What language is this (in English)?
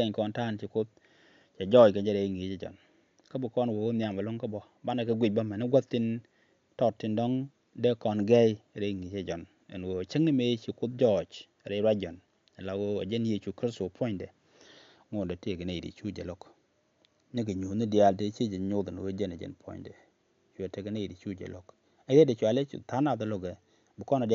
Nuer